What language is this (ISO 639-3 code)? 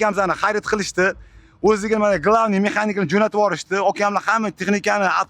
uzb